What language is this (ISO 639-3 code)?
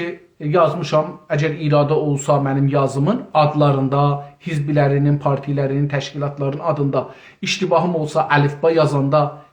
azb